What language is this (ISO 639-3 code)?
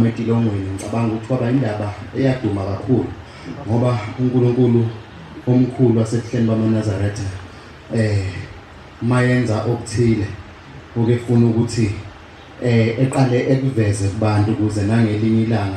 zul